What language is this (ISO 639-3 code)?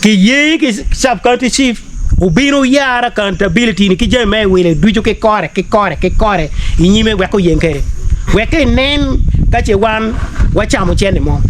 ach